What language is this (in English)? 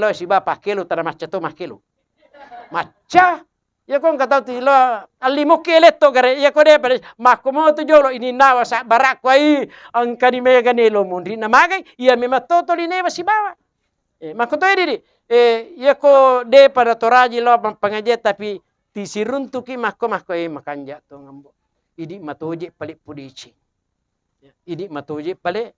Buginese